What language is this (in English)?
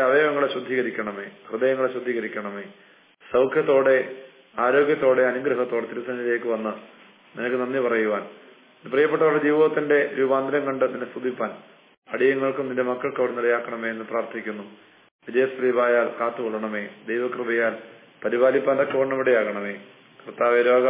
Malayalam